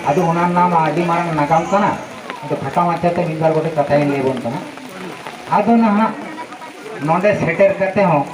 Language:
Santali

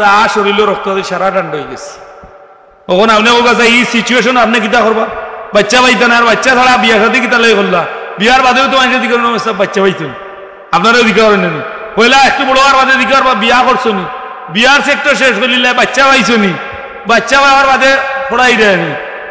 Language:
Sylheti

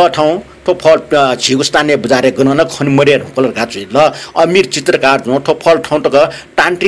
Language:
Newari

